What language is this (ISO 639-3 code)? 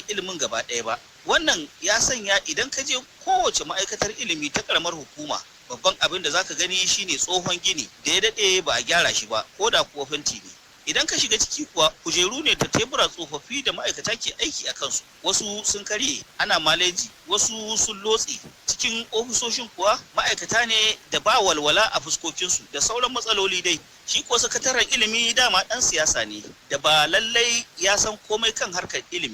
hau